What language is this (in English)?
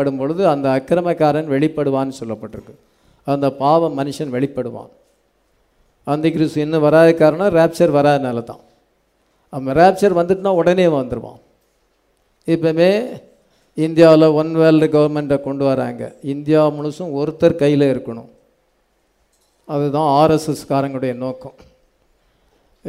Tamil